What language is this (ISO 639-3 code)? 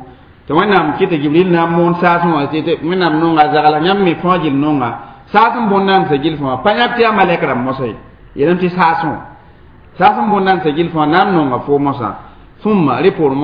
mos